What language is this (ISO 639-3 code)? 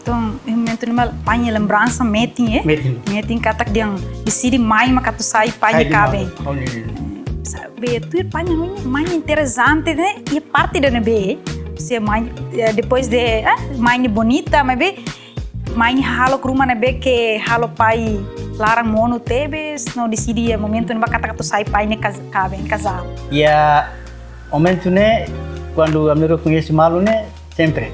tet